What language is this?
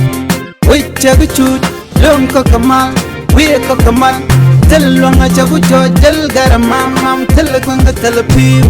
Nuer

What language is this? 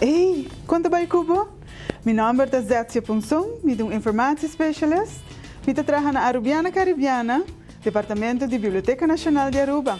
Papiamento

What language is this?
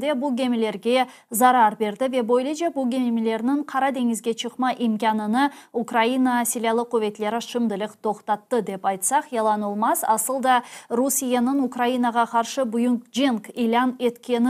Crimean Tatar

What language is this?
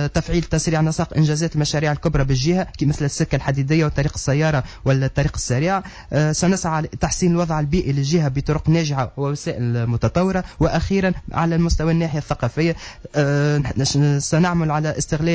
Tunisian Arabic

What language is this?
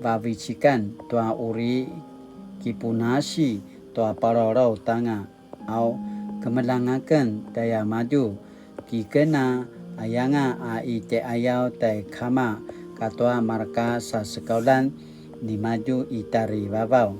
Paiwan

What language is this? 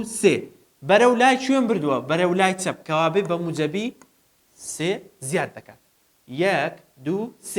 Central Kurdish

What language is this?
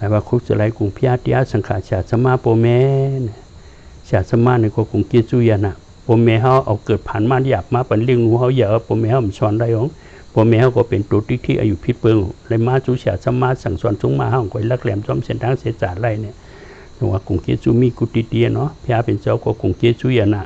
Shan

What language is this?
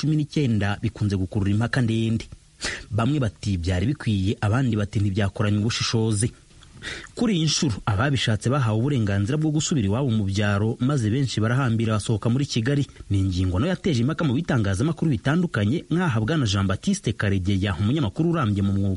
Kinyarwanda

